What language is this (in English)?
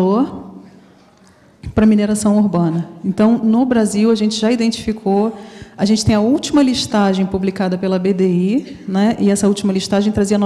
Portuguese